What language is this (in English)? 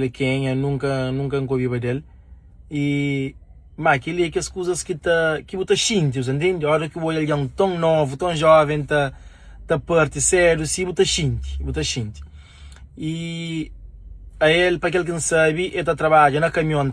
Kabuverdianu